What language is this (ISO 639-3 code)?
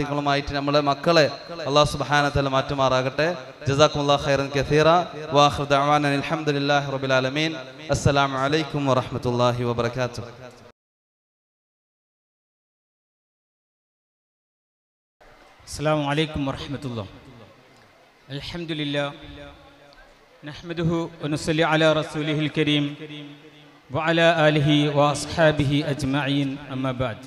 mal